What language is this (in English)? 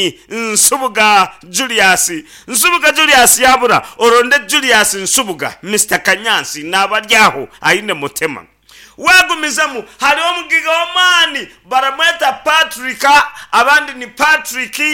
Nyankole